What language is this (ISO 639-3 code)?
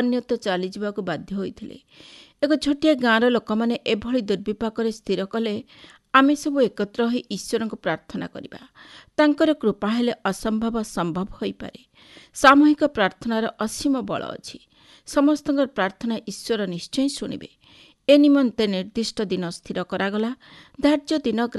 ori